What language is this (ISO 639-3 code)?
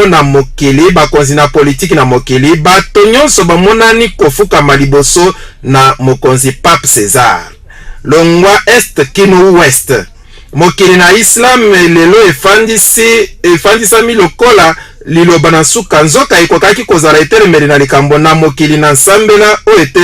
lin